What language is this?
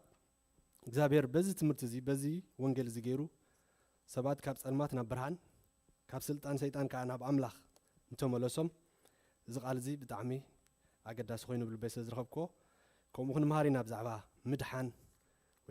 Tigrinya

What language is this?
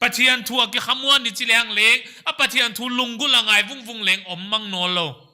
Paite Chin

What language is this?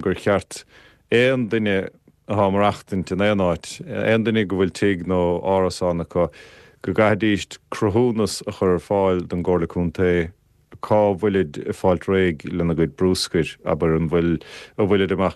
Irish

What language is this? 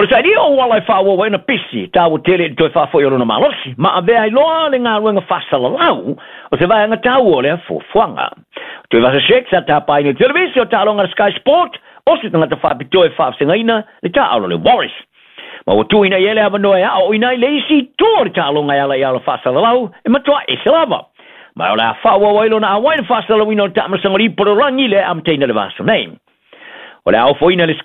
Samoan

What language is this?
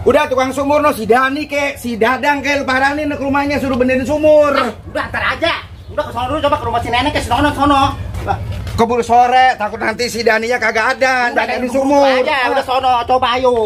Betawi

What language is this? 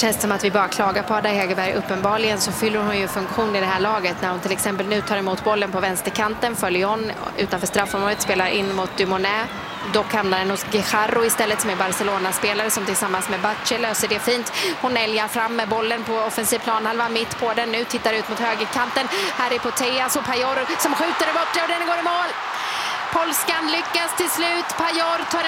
Swedish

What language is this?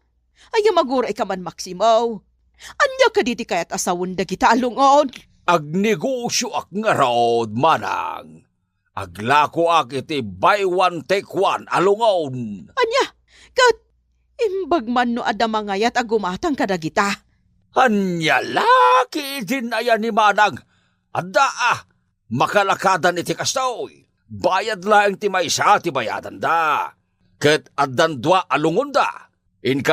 Iloko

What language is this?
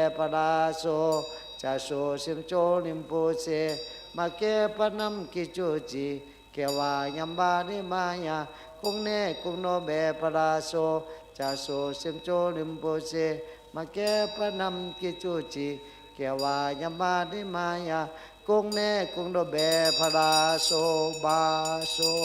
Shan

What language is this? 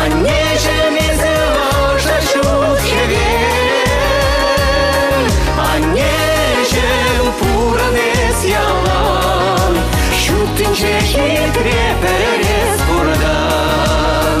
Chuvash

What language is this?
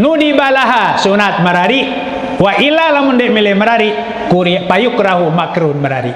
Sasak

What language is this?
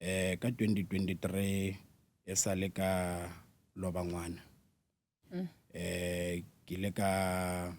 Northern Sotho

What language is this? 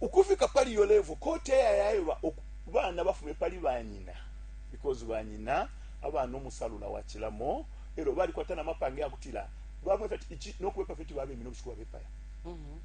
Bemba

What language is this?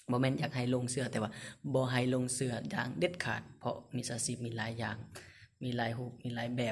Lao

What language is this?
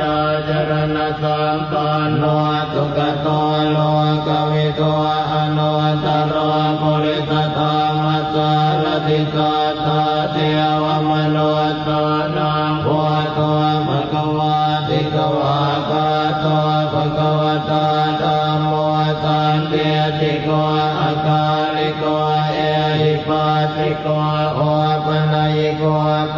Pali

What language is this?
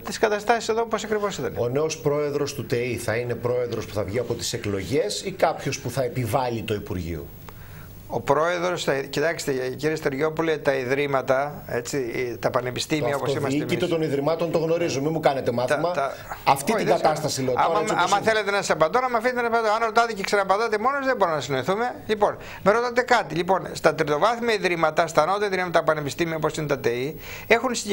Greek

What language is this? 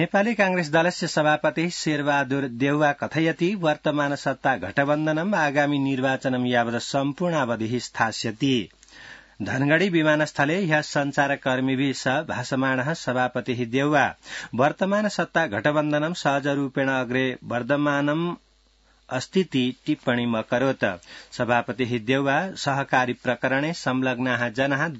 Sanskrit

